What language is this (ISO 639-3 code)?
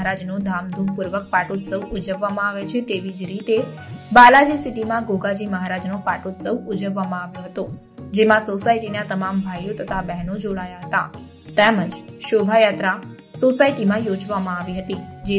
guj